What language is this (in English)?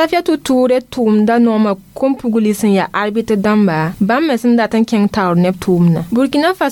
Mossi